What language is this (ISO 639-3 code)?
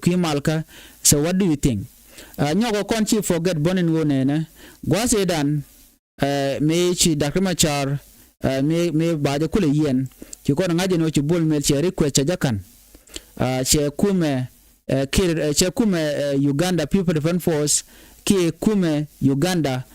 nus